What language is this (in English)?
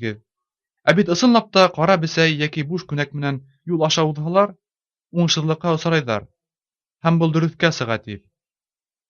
Bashkir